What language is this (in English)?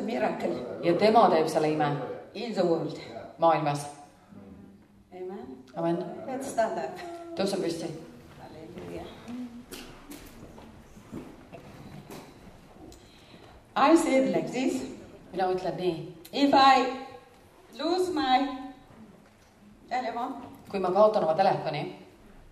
Estonian